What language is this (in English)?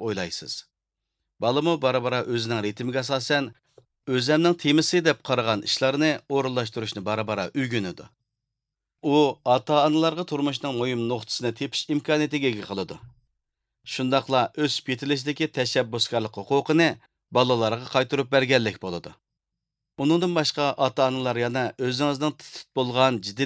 Uyghur